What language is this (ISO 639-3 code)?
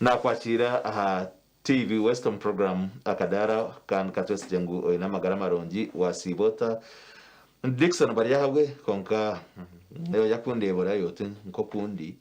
nyn